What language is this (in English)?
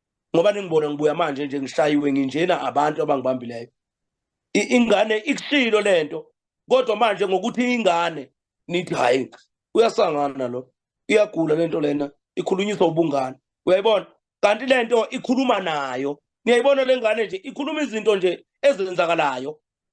Zulu